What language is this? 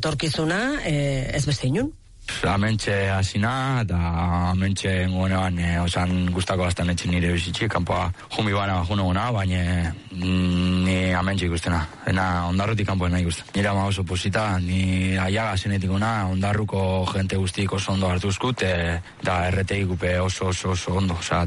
Basque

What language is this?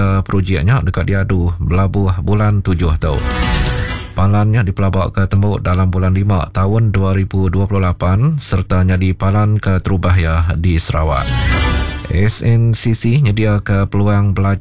Iban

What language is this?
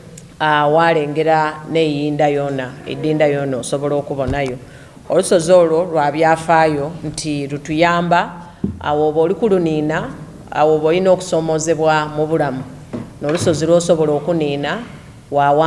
Soga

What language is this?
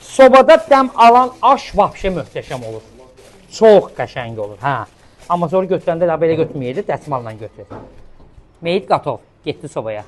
Azerbaijani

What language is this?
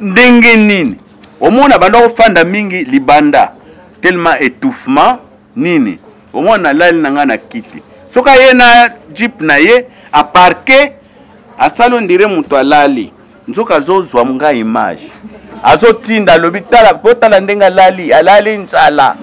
Lingala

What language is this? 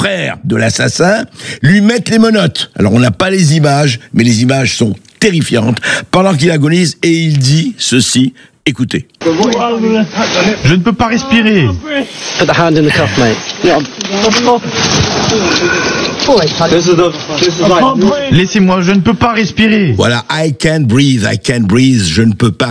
French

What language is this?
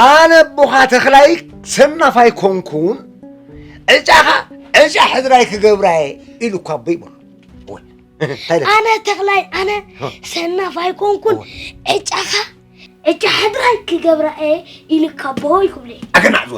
Tigrinya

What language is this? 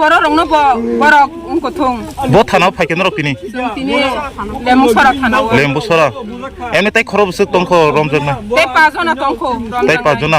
Kok Borok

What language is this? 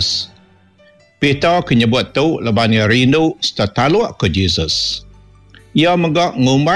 Iban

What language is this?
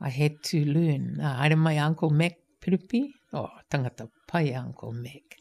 Māori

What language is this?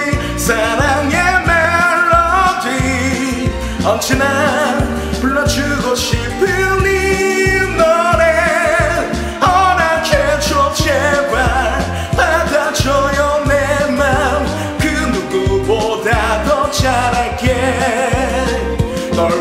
Korean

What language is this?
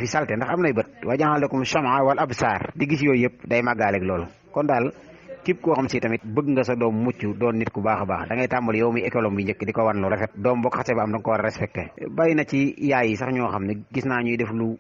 Wolof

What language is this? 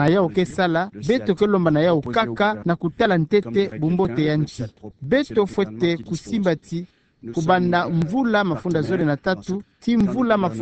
Kituba (Democratic Republic of Congo)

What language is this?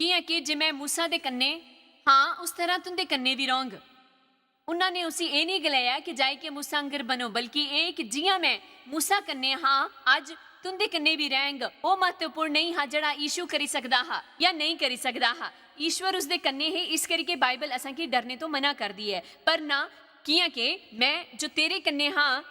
Dogri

